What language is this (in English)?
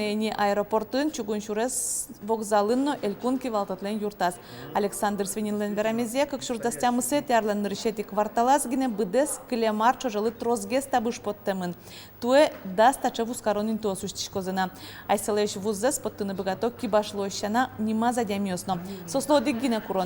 Udmurt